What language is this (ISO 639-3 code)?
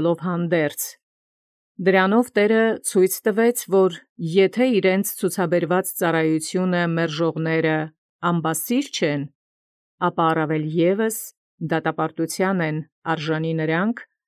hye